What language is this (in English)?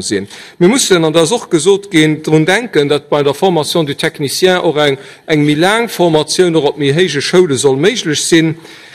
Luxembourgish